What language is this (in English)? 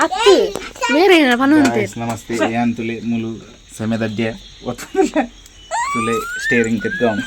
Tulu